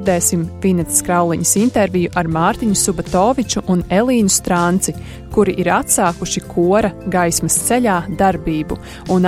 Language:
Latvian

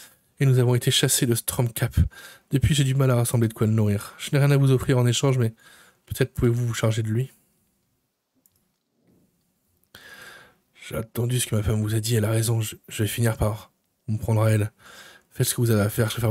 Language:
French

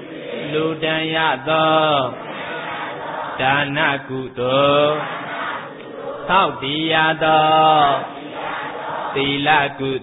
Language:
Burmese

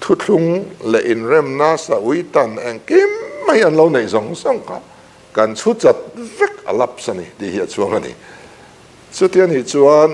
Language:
Mizo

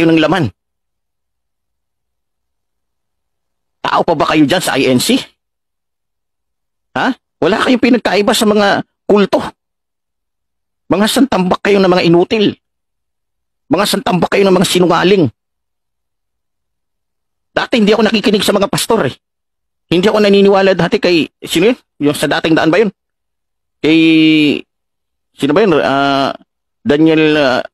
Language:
Filipino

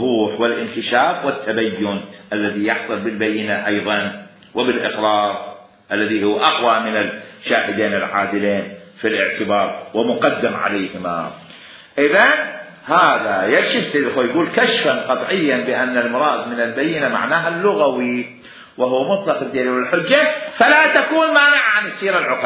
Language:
Mesopotamian Arabic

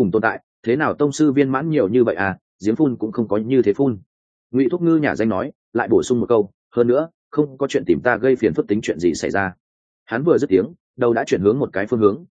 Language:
Vietnamese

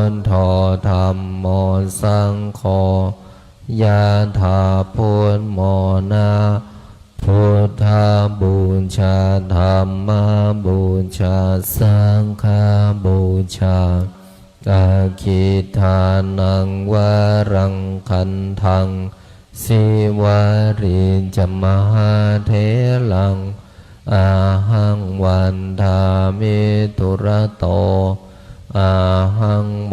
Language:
Pali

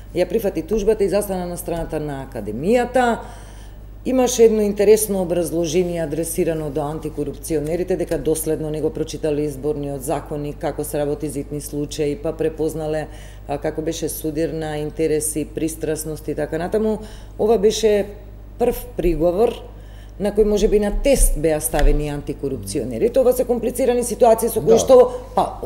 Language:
Macedonian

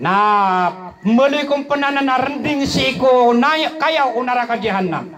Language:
Maranao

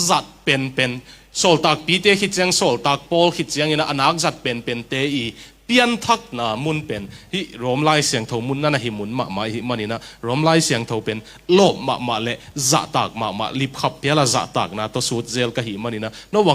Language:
Tedim Chin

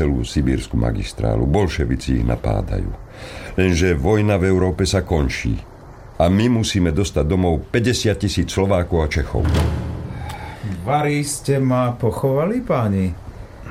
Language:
Slovak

